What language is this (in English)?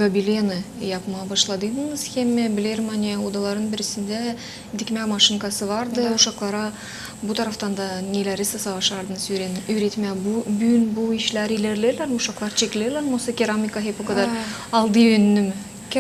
Gagauz